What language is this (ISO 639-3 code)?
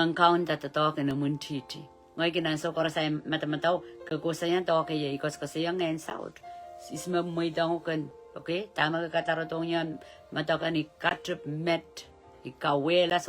pon